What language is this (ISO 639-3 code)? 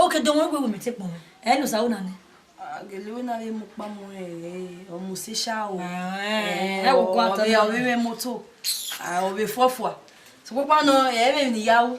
bin